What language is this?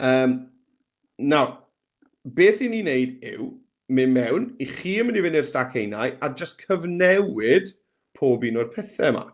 Welsh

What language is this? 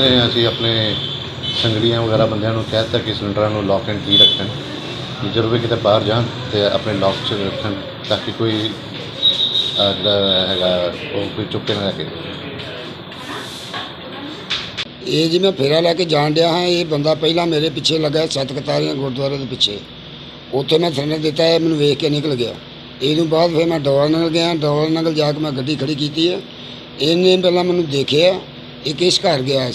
Punjabi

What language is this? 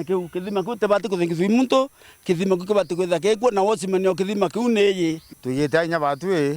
Meru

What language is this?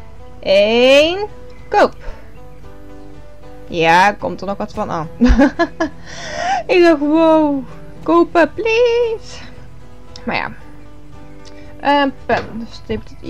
Dutch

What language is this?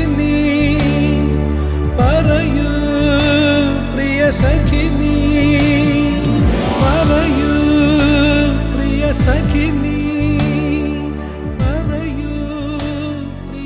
Malayalam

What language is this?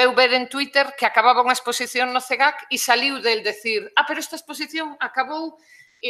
Galician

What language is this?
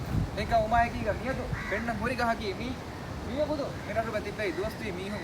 Divehi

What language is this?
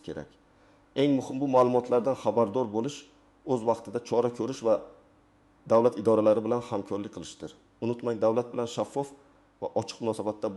Uzbek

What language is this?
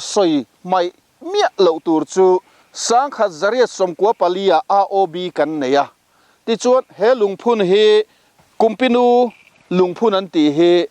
Mizo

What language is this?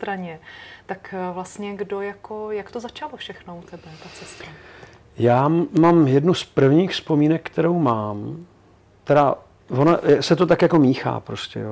Czech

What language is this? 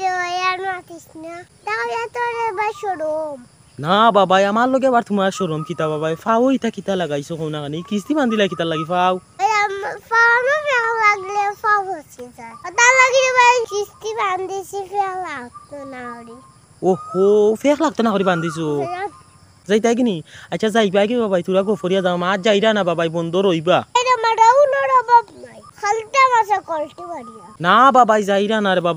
Sylheti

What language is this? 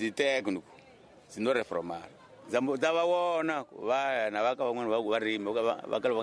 Tsonga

